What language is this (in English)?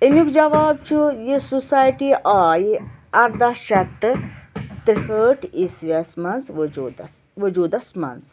Kashmiri